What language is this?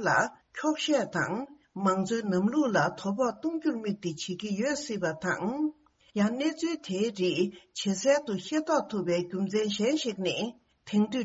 Tibetan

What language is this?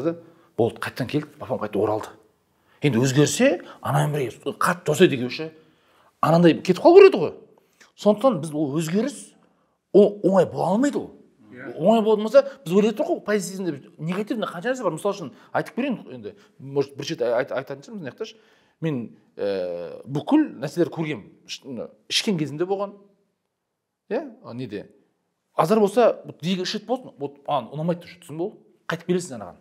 Kazakh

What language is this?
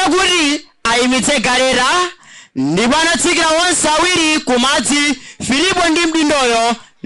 Nyanja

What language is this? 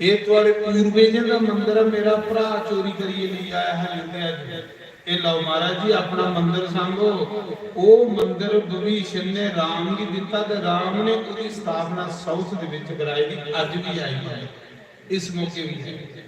Dogri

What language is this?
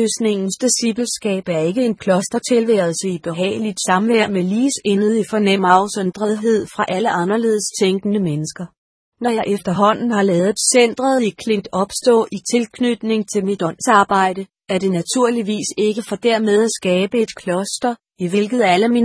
Danish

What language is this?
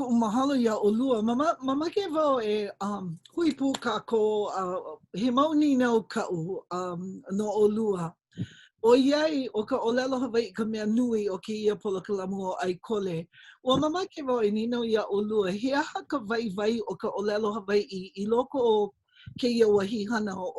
Hawaiian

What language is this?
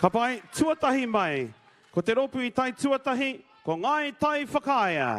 Māori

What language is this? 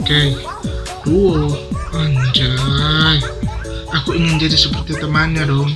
Manado Malay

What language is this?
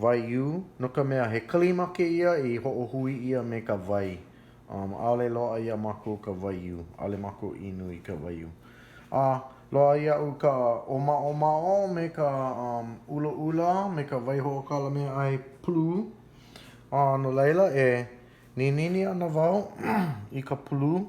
Hawaiian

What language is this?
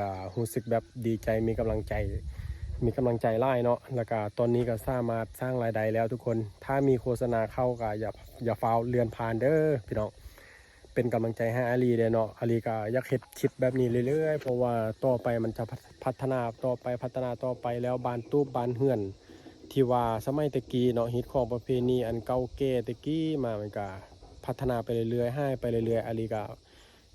Lao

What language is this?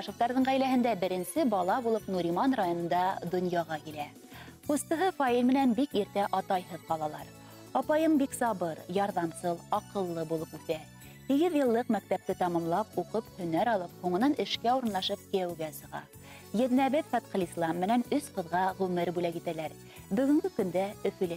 Bashkir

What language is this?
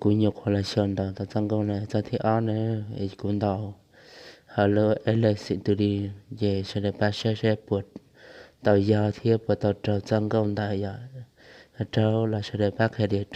Hmong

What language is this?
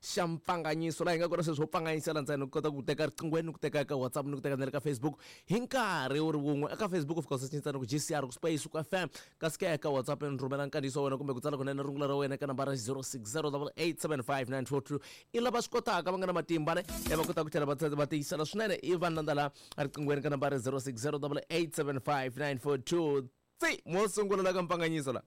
Tsonga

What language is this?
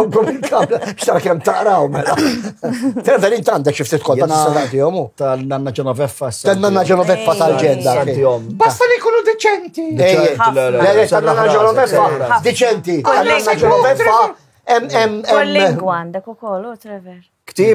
Maltese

